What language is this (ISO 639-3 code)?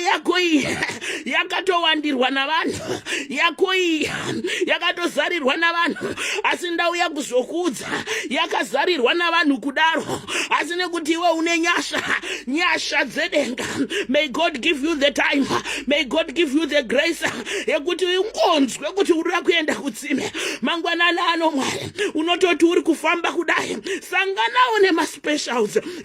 sna